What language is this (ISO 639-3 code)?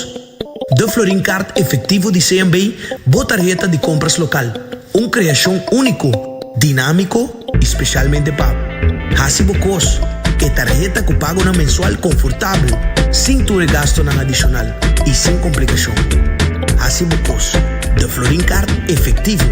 pap